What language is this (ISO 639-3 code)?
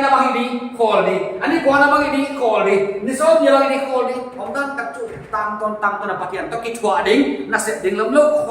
pck